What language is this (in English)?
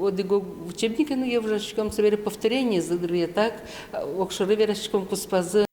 Udmurt